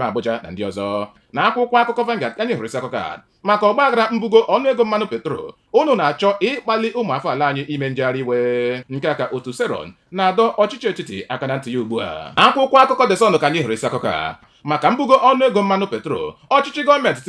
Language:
Igbo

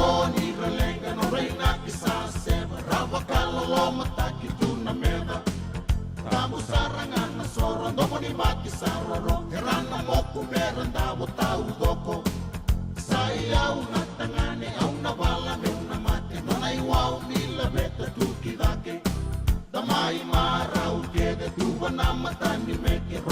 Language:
Fijian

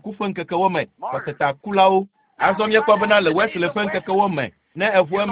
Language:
Ewe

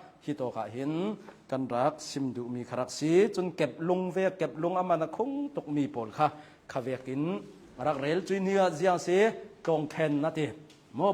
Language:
Hakha Chin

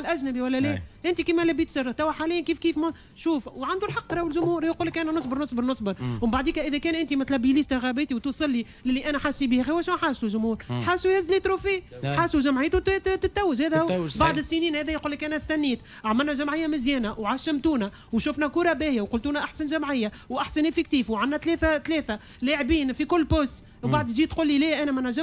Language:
Tunisian Arabic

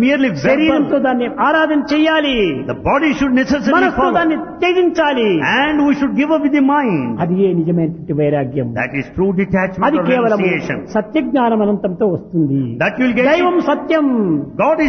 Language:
Telugu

